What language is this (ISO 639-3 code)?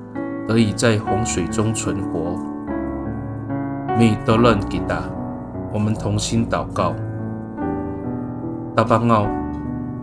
ami